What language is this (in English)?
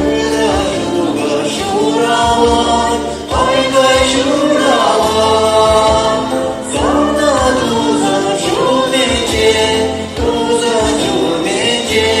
Chuvash